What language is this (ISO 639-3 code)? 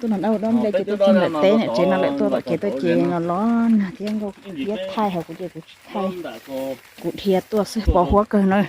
hmn